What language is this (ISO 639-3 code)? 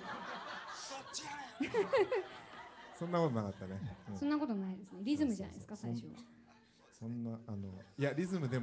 jpn